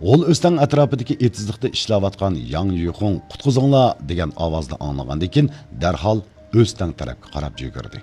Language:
Uyghur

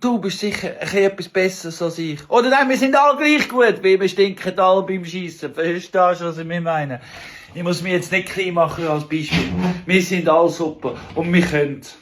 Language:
Swiss German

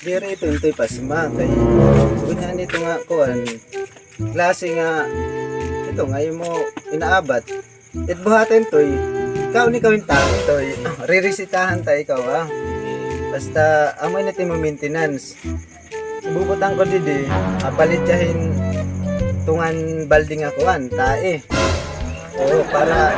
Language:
Waray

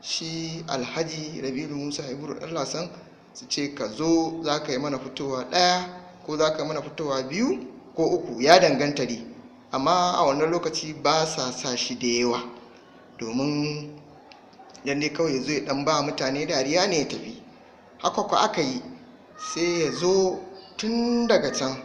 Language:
Hausa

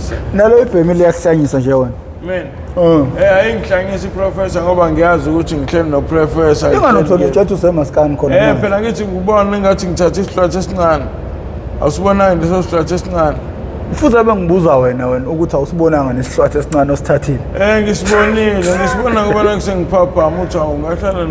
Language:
Zulu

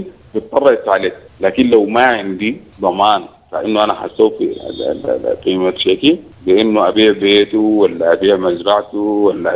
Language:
Sudanese Arabic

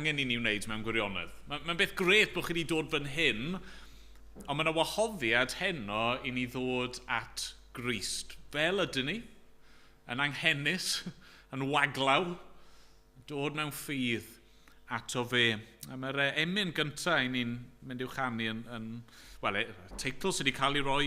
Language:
Welsh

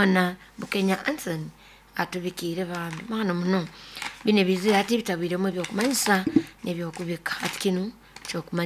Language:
Nyoro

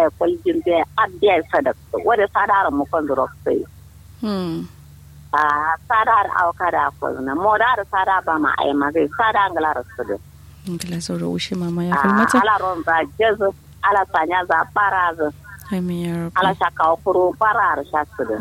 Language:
Kanuri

